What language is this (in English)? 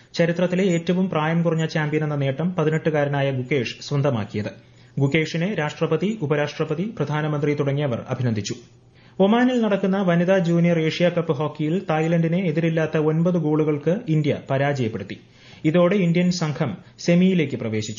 Malayalam